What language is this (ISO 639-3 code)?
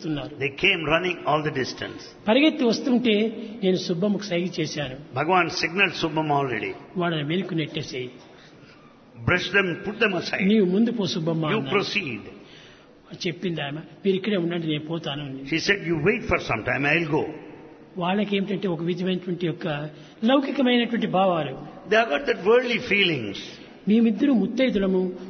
tel